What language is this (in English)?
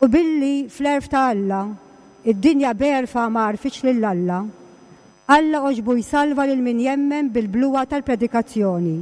Maltese